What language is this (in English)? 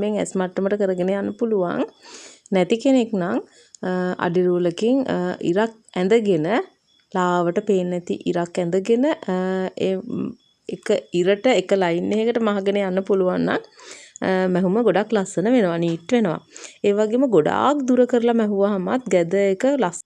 Sinhala